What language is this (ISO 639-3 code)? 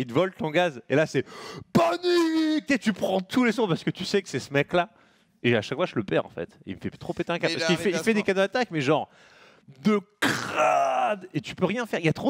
fra